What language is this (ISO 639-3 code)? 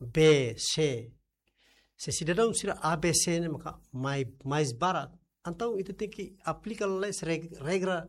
tet